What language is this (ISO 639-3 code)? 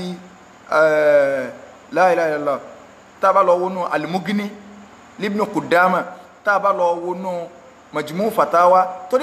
yor